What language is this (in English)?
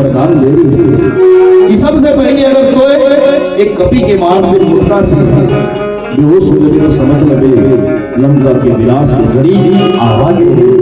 Chhattisgarhi